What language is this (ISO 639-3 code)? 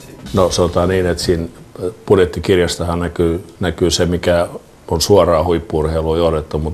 fin